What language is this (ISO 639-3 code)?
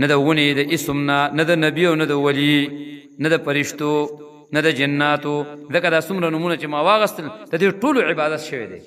pus